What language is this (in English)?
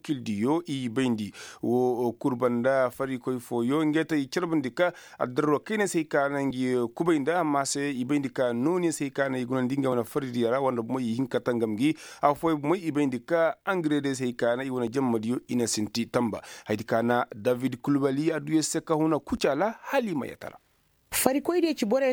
Koyraboro Senni